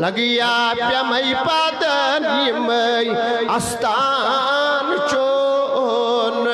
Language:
Kashmiri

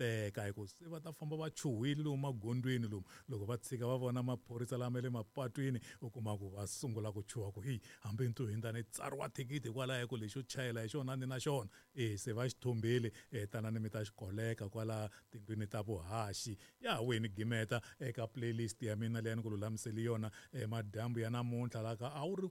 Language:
Tsonga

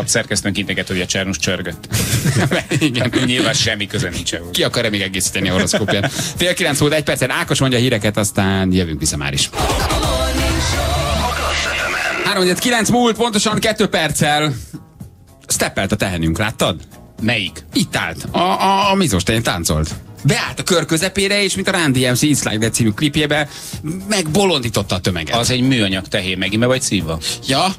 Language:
Hungarian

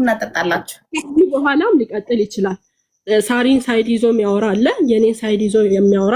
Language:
Amharic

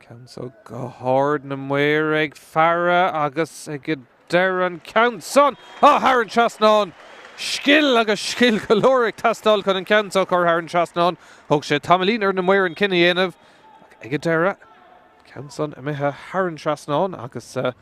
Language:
Irish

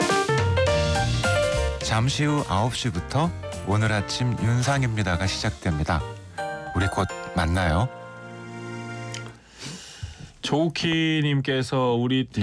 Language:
Korean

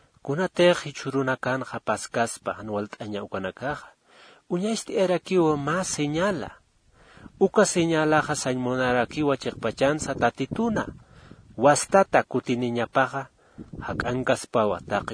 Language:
Aymara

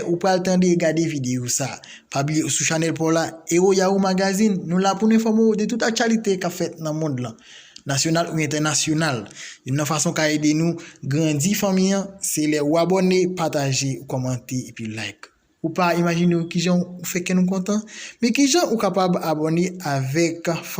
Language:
Haitian Creole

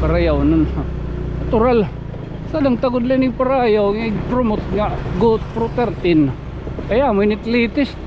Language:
Waray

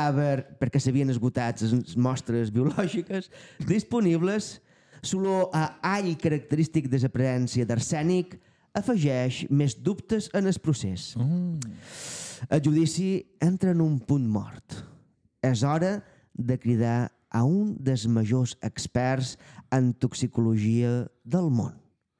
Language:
Catalan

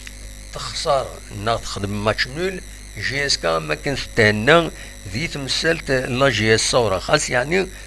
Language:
Kabyle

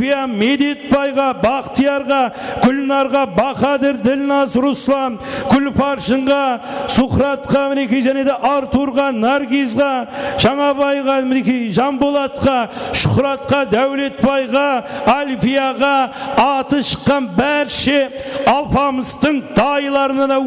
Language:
Kara-Kalpak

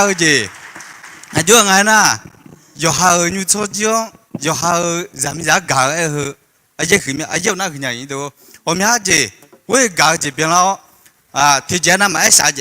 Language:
Akha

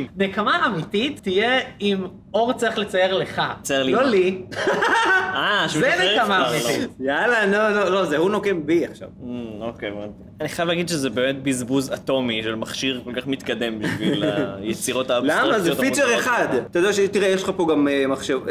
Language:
Hebrew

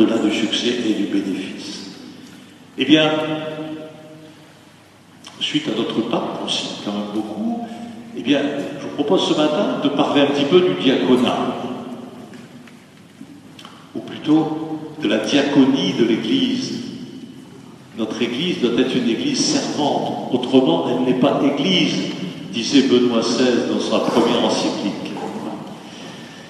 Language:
French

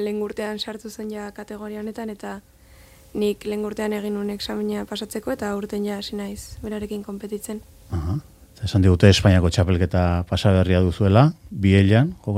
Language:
Basque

